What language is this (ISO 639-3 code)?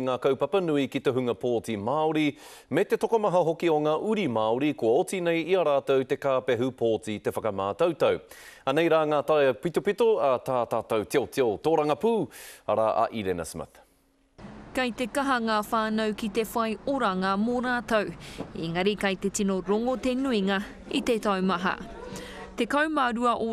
mri